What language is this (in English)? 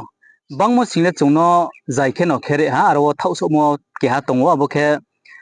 Riang (India)